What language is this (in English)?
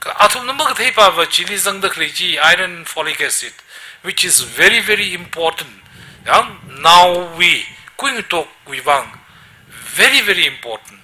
Tangkhul Naga (India)